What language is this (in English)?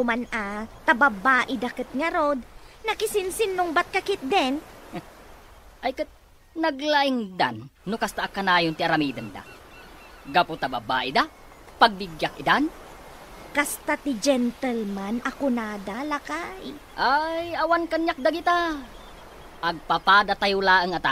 Iloko